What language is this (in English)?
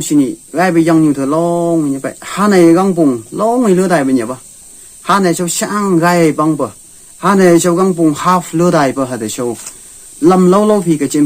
Phom Naga